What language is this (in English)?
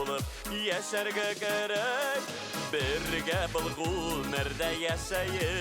Bashkir